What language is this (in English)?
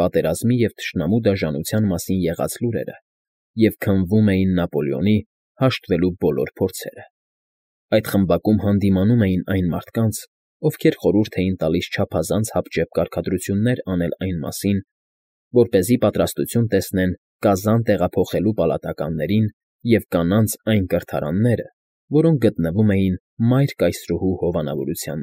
Armenian